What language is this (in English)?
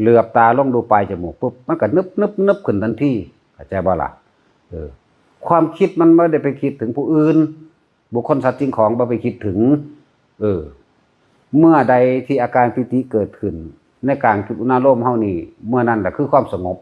Northeastern Thai